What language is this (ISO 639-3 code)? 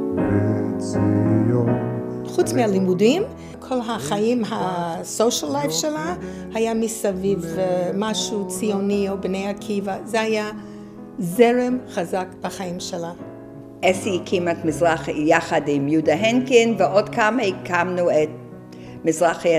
heb